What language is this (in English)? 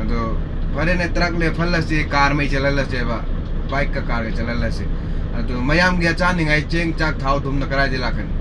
Manipuri